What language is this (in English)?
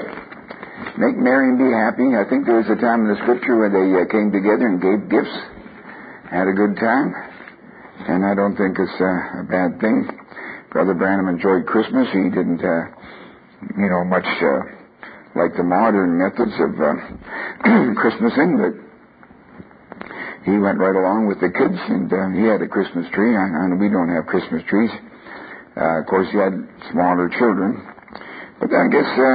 English